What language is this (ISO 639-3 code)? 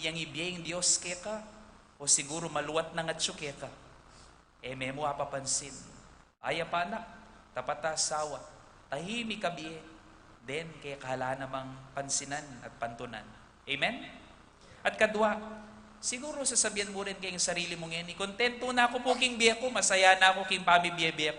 pam